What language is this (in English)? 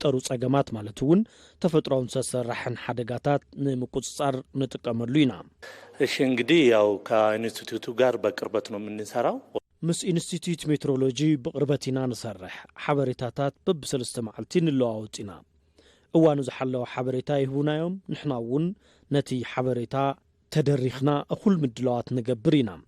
Tigrinya